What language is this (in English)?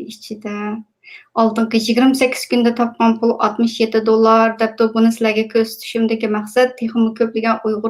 Uyghur